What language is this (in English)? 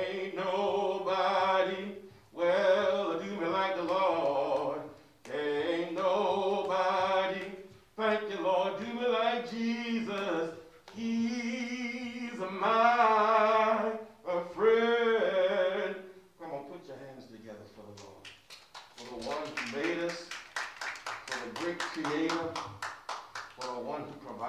English